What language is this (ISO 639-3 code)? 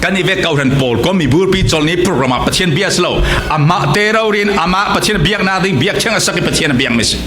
cfm